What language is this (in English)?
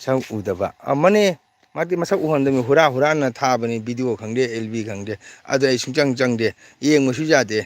Manipuri